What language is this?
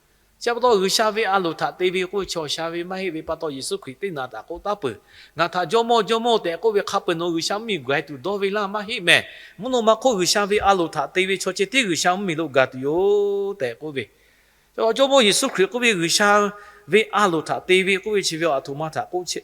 Lahu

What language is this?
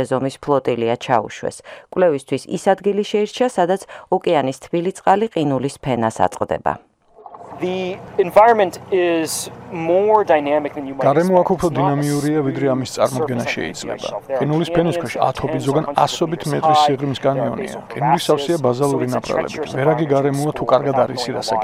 Georgian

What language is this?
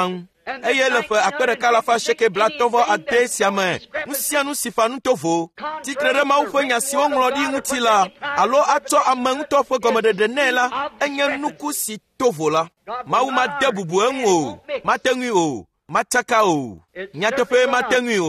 Ewe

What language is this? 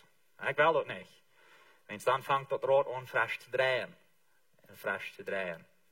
Plautdietsch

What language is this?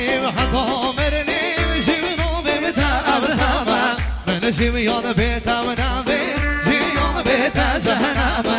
Kurdish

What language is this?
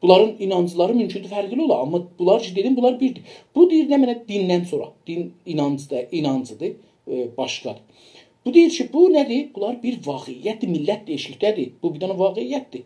South Azerbaijani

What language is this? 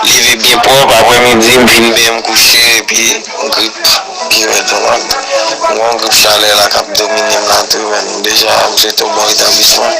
Haitian Creole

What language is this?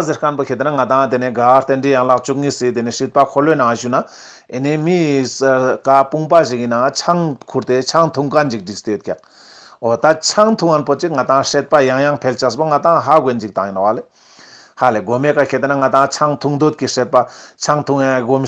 Ladakhi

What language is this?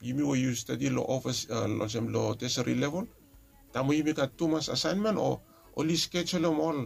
Bislama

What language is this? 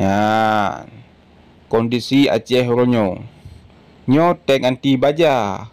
Achinese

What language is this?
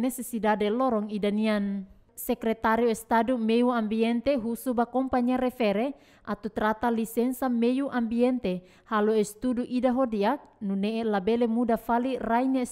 Tetum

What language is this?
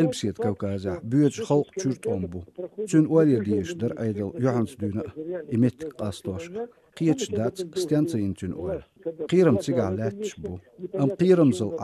Chechen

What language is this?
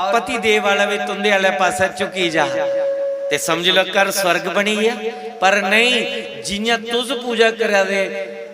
Dogri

